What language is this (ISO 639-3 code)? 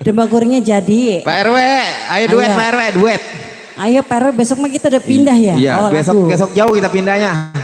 bew